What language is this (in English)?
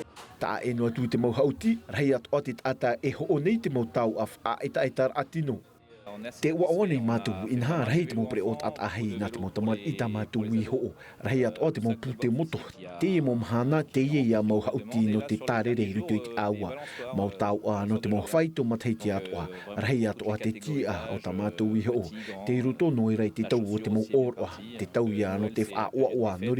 Tahitian